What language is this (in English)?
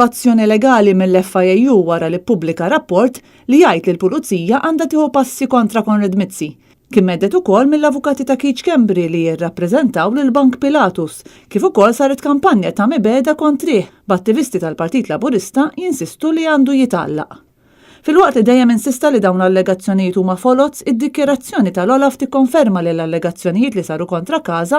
Maltese